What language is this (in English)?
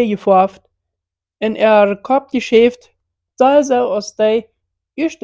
Plautdietsch